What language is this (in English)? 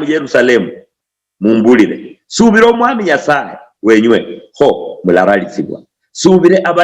Luyia